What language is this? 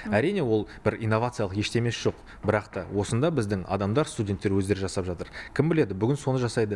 Kazakh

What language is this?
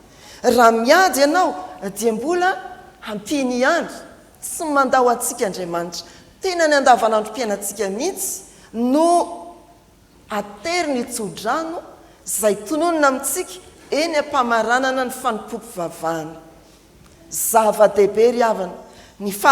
Malagasy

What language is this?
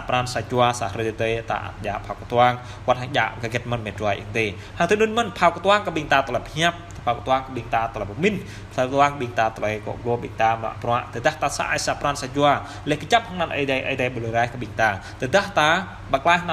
Jarai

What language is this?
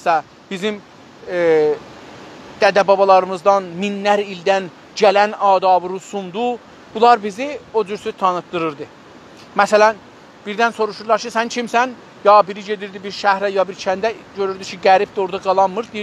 South Azerbaijani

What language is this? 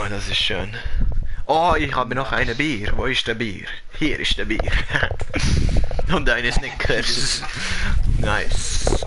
Swiss German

